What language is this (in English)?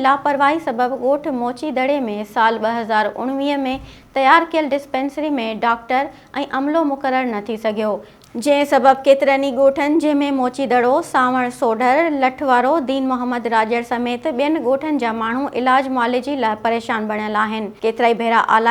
Sindhi